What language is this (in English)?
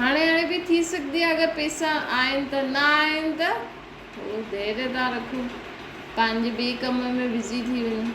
Sindhi